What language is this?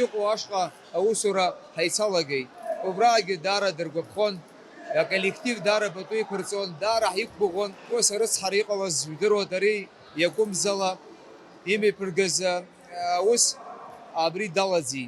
Abkhazian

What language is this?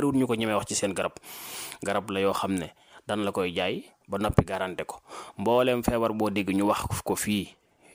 Wolof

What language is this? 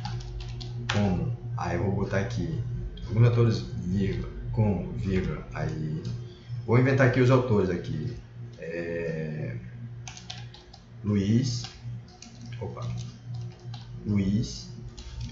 Portuguese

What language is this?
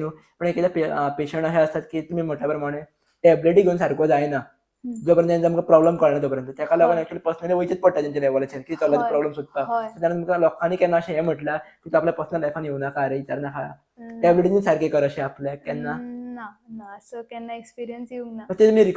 Konkani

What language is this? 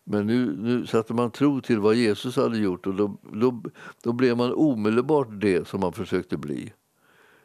Swedish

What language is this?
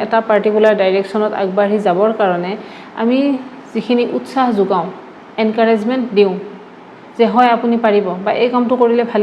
Assamese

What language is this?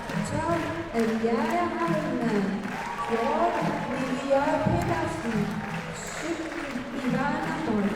Kalaallisut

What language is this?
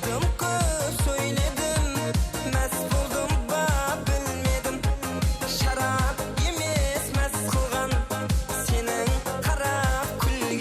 Kara-Kalpak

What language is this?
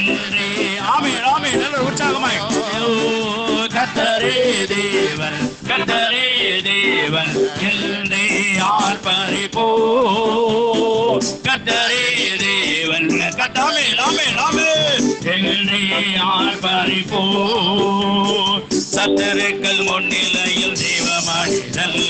Tamil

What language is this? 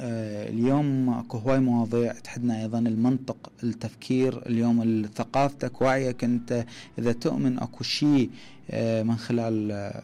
Mesopotamian Arabic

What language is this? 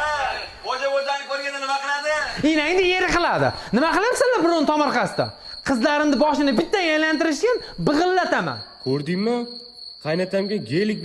Uzbek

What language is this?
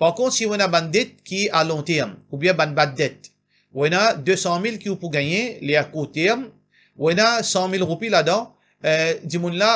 Morisyen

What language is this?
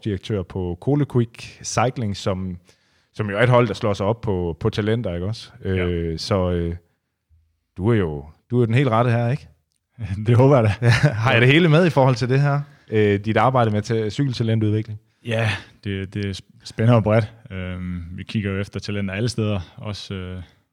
Danish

